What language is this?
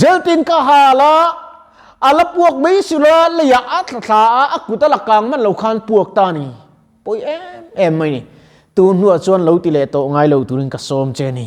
Mizo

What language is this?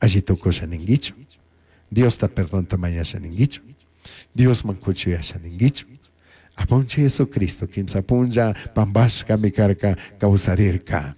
Chimborazo Highland Quichua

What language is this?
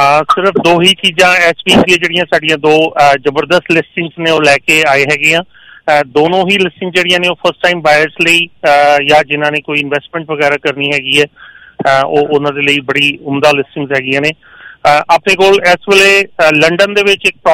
Punjabi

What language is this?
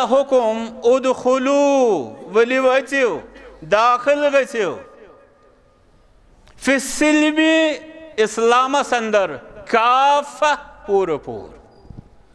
Kashmiri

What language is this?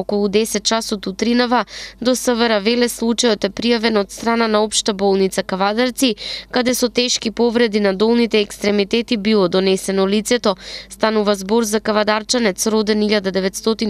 Macedonian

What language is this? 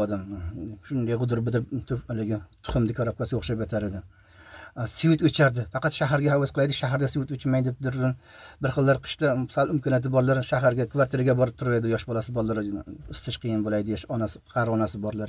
Uzbek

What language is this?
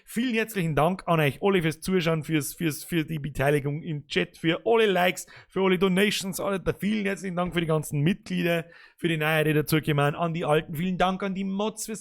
Bavarian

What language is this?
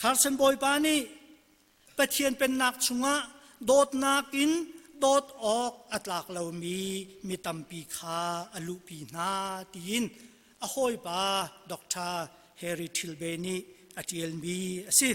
Hakha Chin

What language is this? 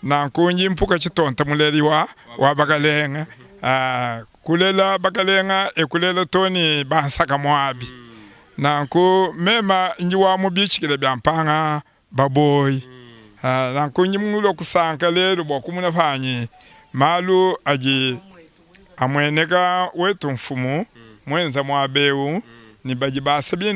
Luba-Lulua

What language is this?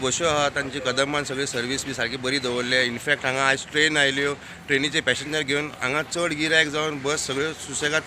Konkani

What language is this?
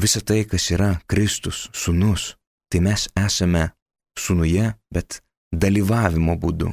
Lithuanian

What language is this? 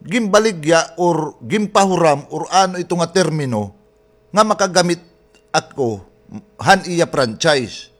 Waray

